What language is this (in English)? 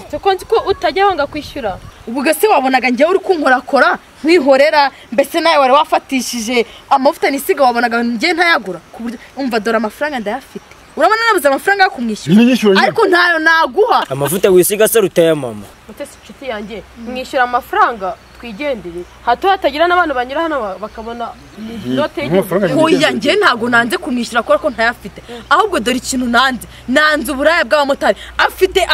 Kinyarwanda